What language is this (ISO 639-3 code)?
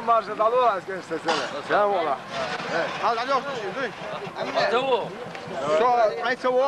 che